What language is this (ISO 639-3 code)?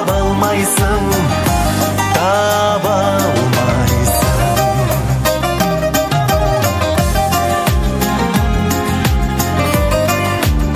kaz